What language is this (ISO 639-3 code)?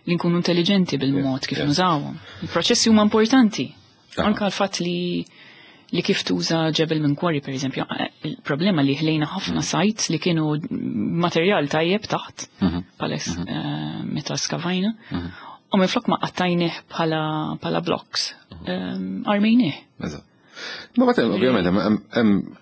mlt